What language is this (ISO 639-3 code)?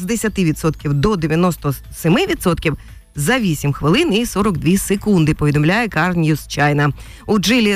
ukr